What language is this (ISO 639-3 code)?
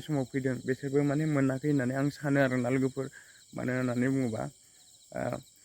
brx